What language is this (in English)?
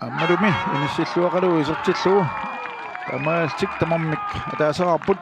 Kalaallisut